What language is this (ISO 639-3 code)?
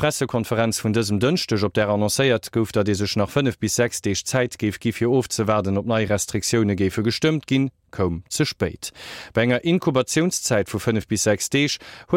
ltz